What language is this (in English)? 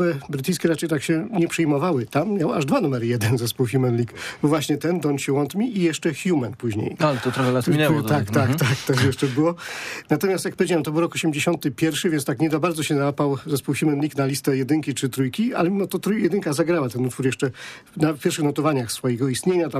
Polish